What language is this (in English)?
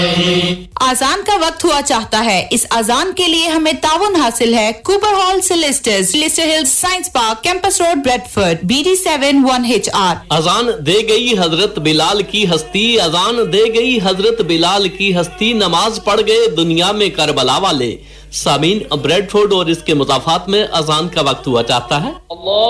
Urdu